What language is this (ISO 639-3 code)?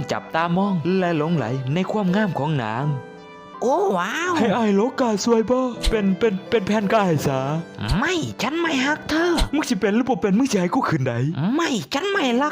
lao